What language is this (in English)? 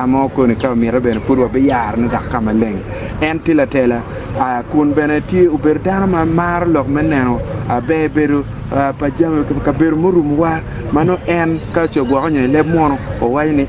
Acoli